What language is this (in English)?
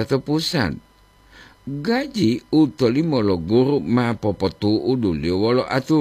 Gorontalo